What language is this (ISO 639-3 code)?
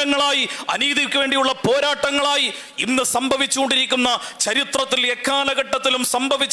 mal